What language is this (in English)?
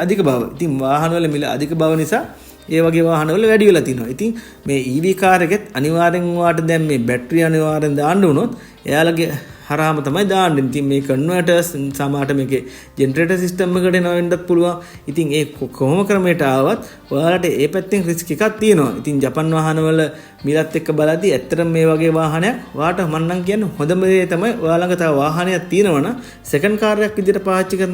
Sinhala